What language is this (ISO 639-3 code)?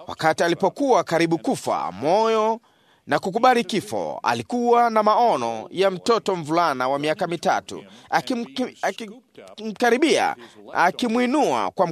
swa